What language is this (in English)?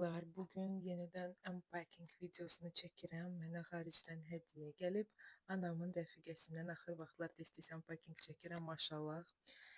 Azerbaijani